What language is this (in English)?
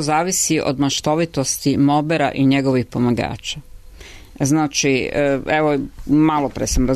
Serbian